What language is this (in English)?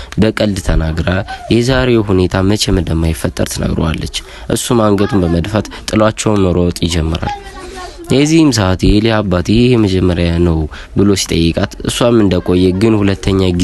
Amharic